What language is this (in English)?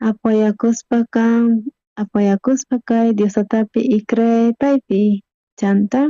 South Bolivian Quechua